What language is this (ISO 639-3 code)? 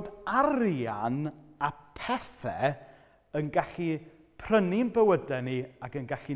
cym